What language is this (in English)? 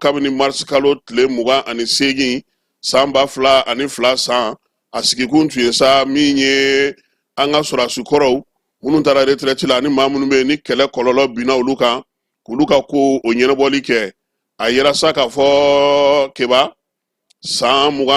Bambara